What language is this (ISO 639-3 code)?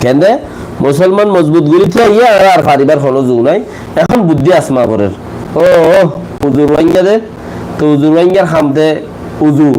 rhg